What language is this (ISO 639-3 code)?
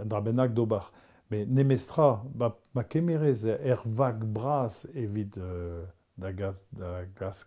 bre